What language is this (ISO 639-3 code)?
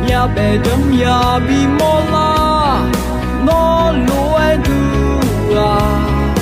ahk